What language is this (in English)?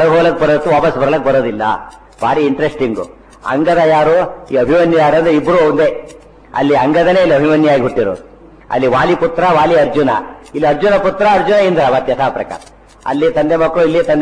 Kannada